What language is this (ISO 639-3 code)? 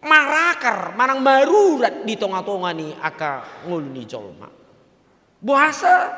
bbc